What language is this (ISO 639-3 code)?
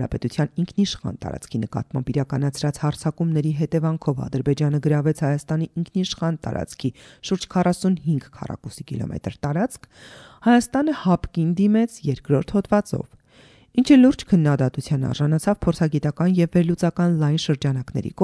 hye